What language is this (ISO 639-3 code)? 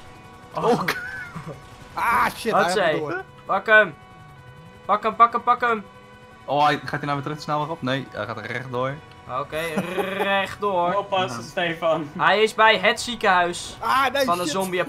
nld